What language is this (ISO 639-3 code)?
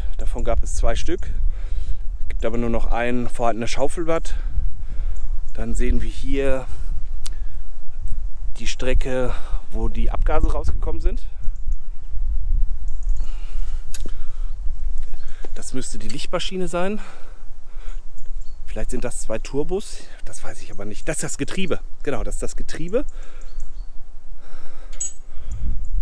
deu